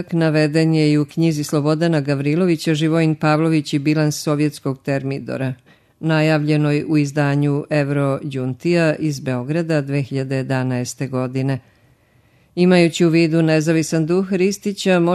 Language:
Serbian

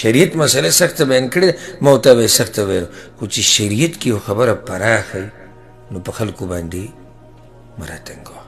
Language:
Pashto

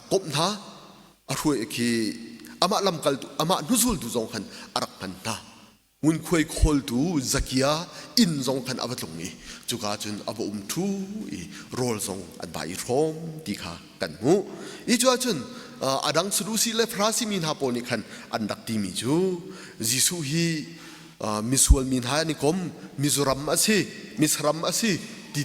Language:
Hakha Chin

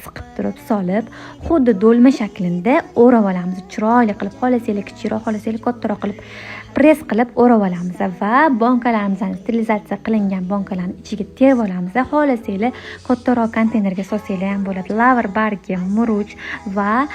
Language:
Uzbek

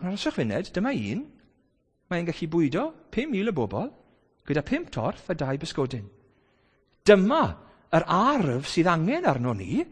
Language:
Welsh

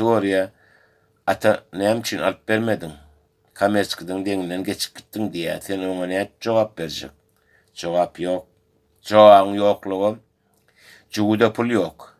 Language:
Turkmen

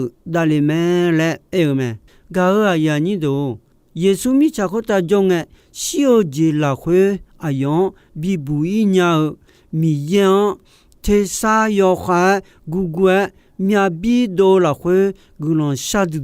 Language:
Akha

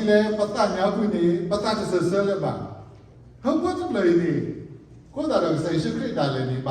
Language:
S'gaw Karen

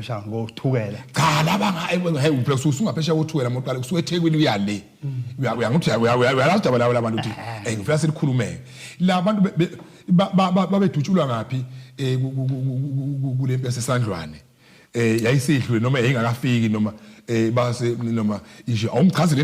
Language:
Zulu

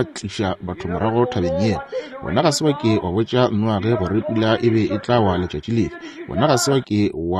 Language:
Northern Sotho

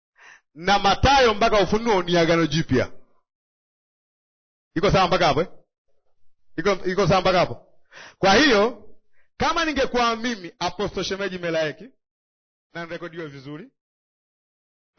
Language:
Swahili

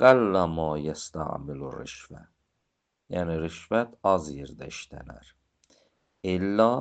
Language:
Azerbaijani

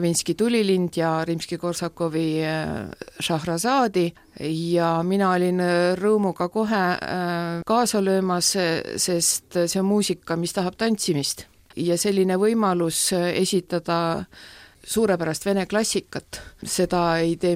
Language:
Estonian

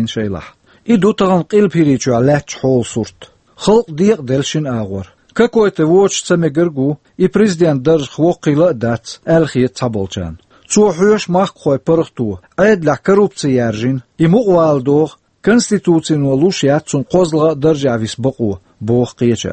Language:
Chechen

